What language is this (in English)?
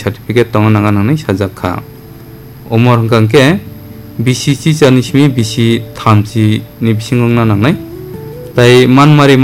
Kok Borok